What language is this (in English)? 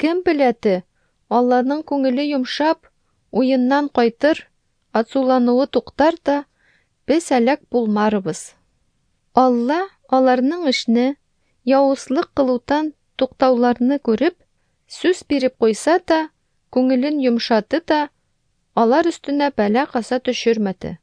Tatar